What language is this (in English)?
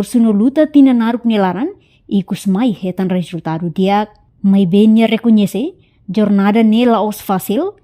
Tetum